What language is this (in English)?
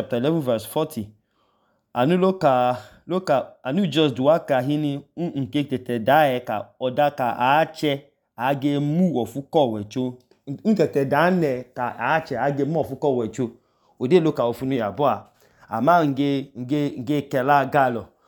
Idoma